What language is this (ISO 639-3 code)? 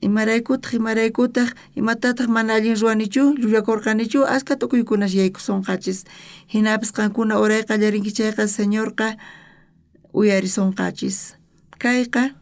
quh